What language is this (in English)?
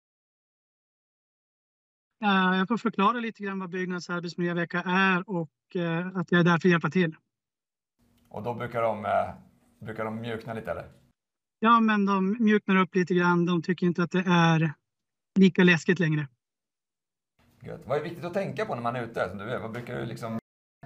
Swedish